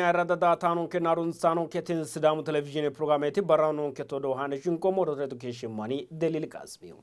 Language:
Sidamo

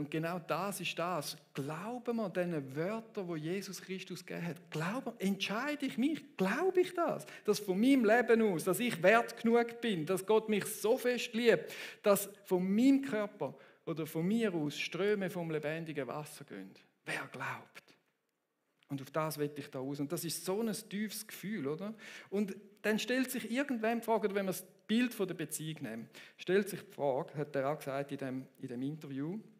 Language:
Swiss German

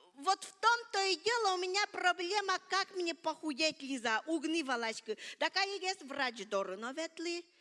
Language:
Udmurt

